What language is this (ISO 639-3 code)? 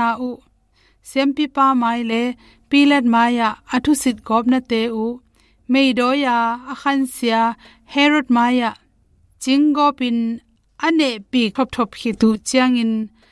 ctd